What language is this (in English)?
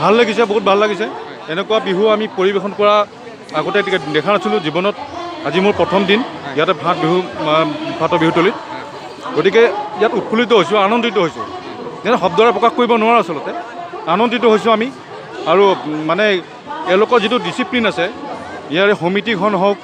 Assamese